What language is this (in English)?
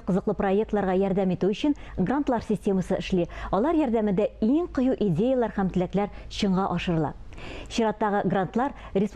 Tatar